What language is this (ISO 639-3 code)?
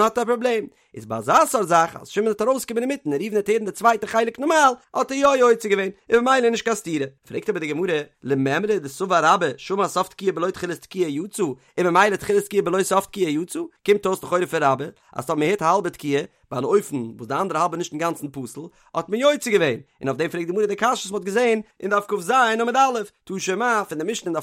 yid